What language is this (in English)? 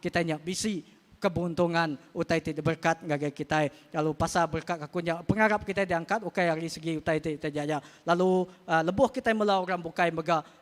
Iban